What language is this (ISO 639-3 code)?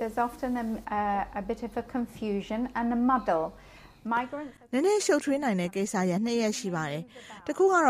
mya